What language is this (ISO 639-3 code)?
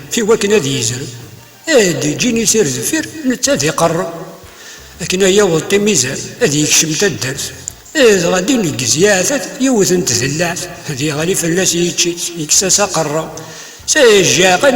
kab